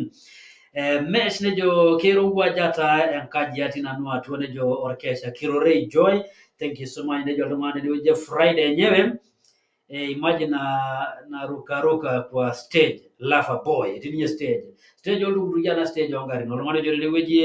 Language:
Masai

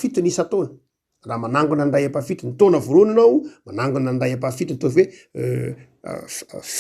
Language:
Malagasy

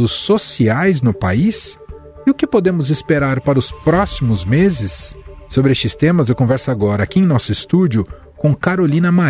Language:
Portuguese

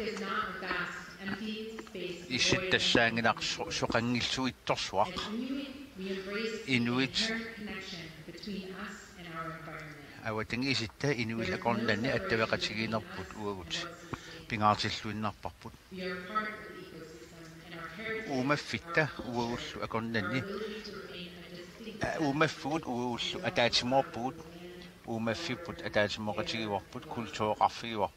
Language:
Kalaallisut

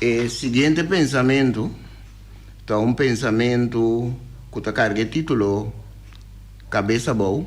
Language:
Papiamento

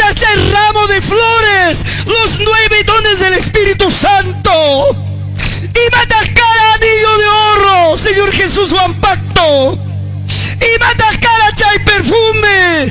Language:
Ayacucho Quechua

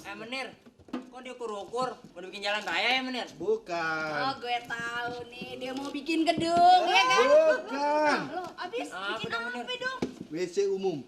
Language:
Betawi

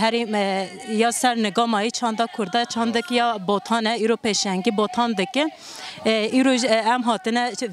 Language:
Kurdish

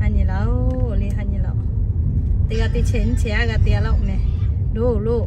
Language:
Lahu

